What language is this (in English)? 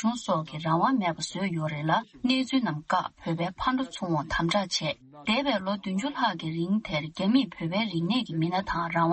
Tibetan